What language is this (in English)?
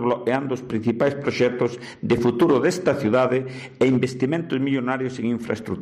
Galician